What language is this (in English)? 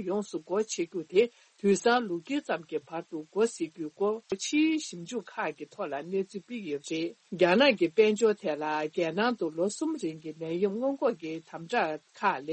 Tibetan